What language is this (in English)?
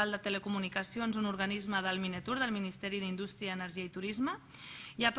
Catalan